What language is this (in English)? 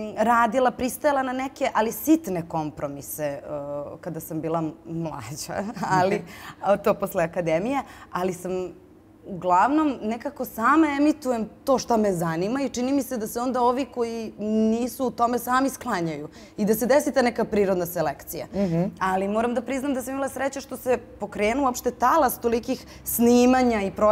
Serbian